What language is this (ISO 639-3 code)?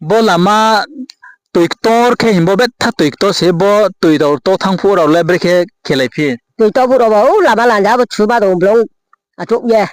ria